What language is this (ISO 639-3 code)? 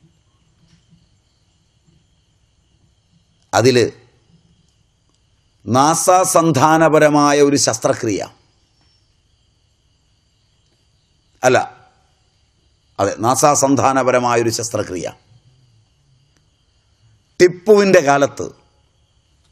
mal